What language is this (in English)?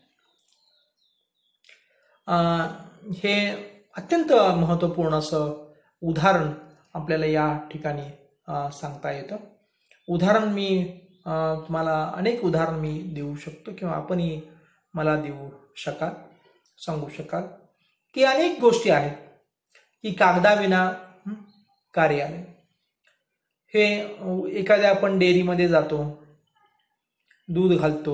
Marathi